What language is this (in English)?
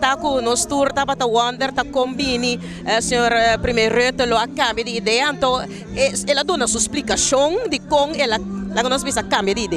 Papiamento